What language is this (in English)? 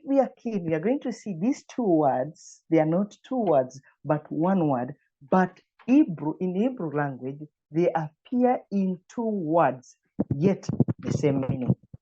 English